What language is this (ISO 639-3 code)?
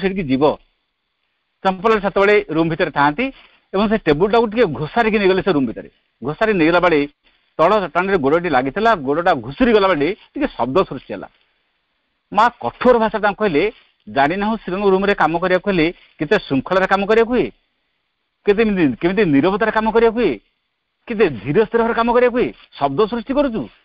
ori